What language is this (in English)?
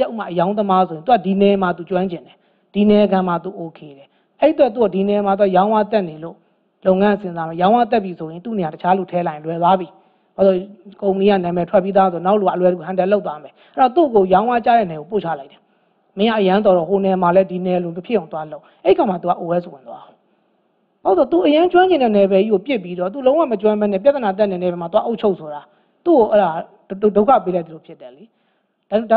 Burmese